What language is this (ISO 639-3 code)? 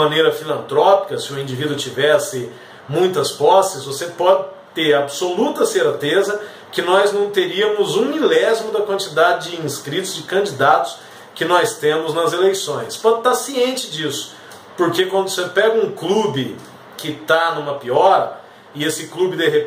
por